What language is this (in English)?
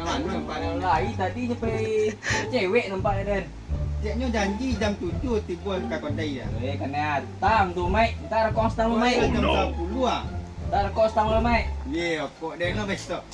Minangkabau